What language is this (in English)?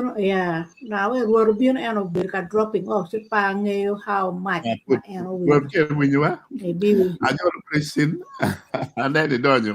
Acoli